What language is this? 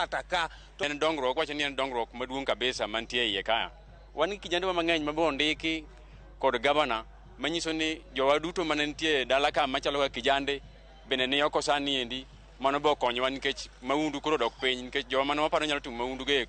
Luo (Kenya and Tanzania)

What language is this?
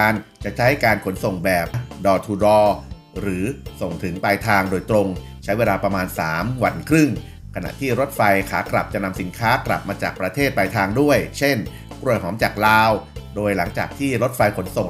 Lao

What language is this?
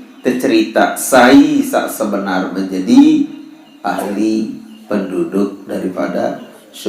Sasak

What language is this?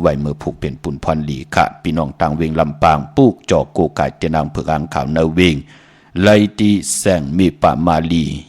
Shan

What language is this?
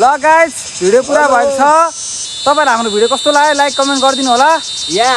Nepali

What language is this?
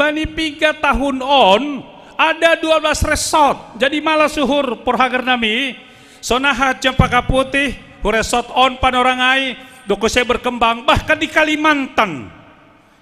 Batak Simalungun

